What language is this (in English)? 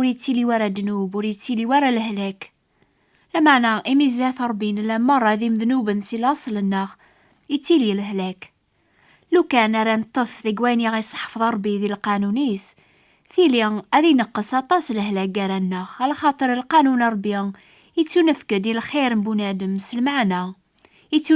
Kabyle